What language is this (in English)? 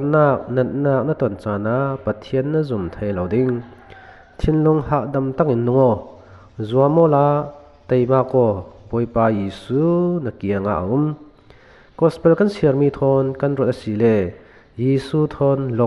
Falam Chin